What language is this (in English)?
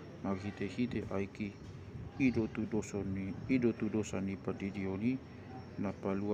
Batak Toba